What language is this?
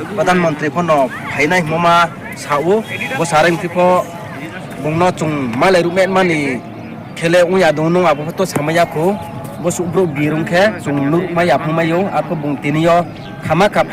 Riang (India)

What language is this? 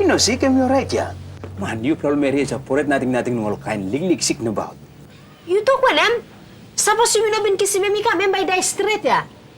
Tok Pisin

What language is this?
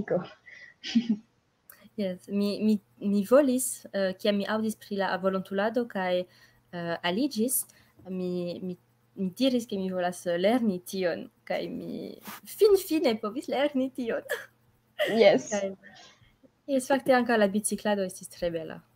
Esperanto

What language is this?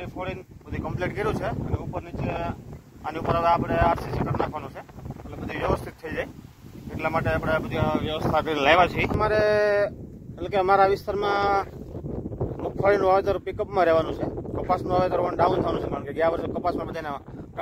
Gujarati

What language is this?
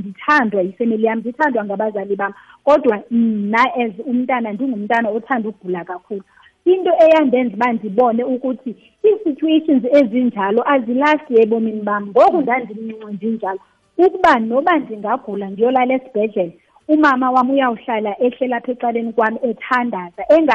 Xhosa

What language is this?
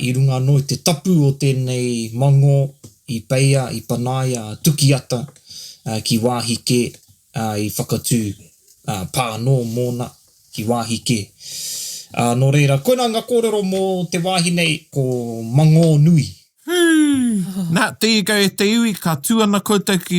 Māori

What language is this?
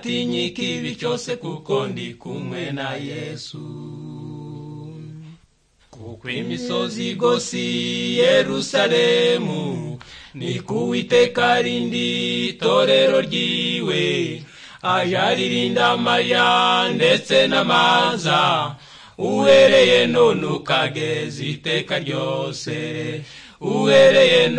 Kinyarwanda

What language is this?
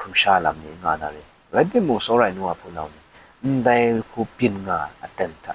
Kachin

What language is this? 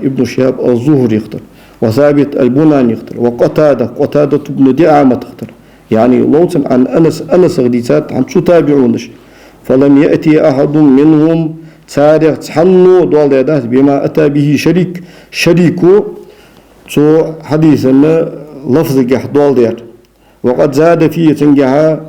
Ingush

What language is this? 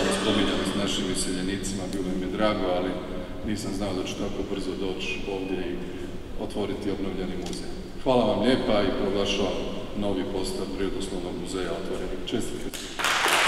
Croatian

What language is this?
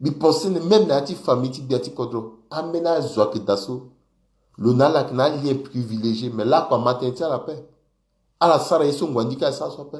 Sango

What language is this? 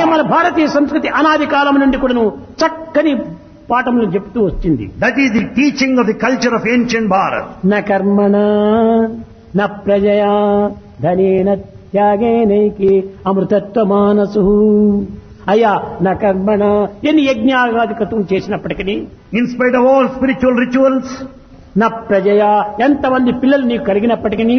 Telugu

